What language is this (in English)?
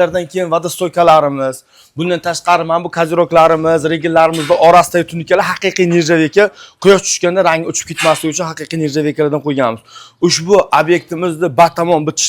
Uzbek